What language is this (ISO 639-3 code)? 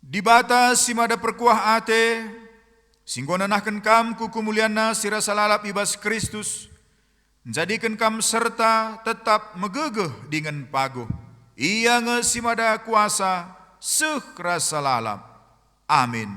btx